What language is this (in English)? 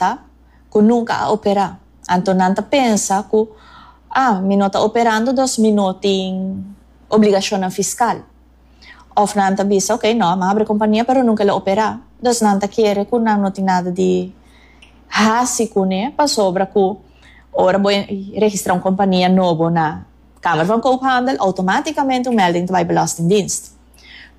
Papiamento